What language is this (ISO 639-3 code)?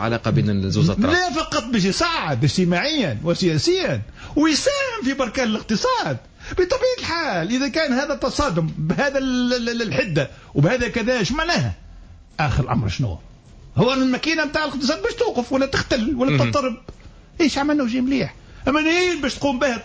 aeb